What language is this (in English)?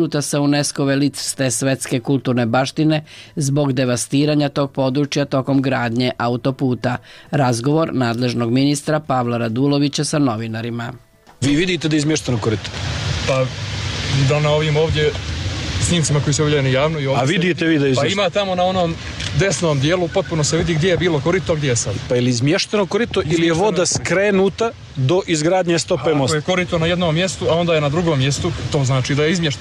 Serbian